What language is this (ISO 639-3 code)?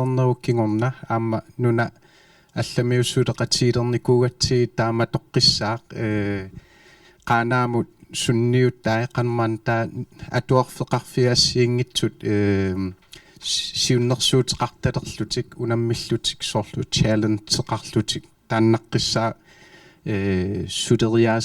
kal